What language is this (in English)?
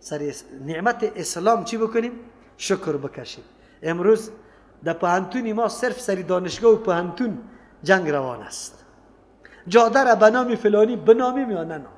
Persian